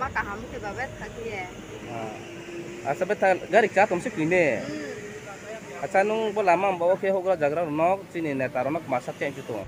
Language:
Riang (India)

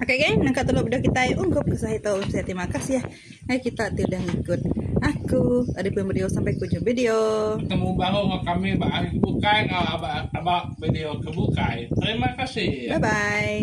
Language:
Iban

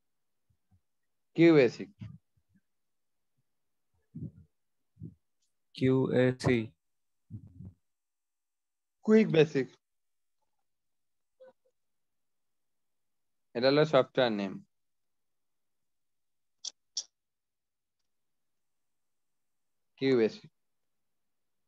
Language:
Bangla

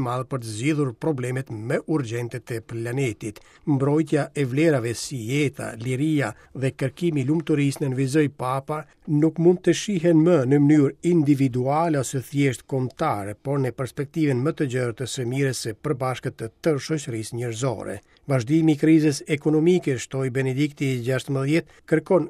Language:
Albanian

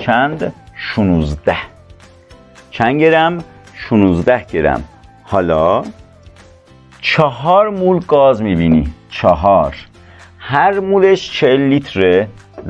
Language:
Persian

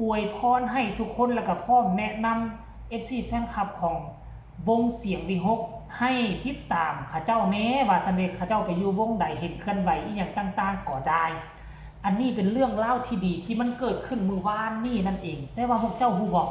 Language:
Northeastern Thai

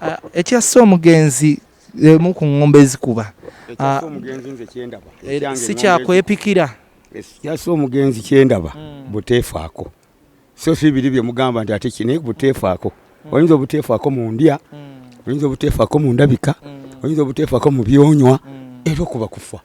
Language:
Ganda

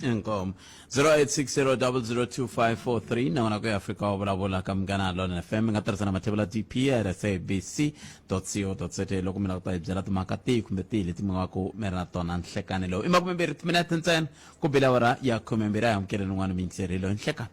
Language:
Tsonga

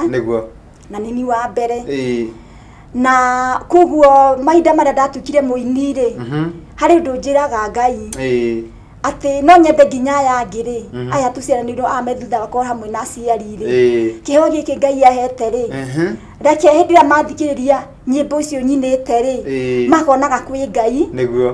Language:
Kikuyu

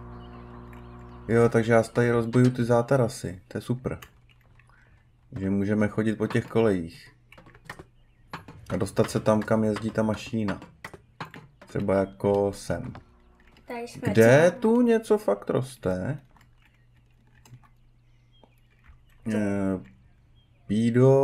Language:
Czech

